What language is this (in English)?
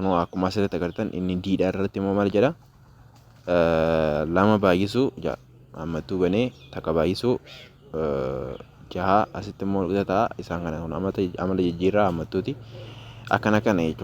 Oromo